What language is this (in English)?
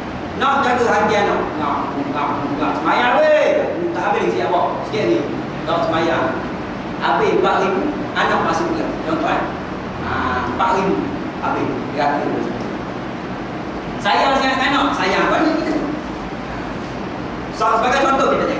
Malay